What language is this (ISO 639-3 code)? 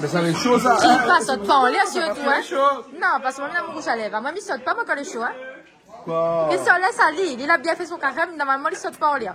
rcf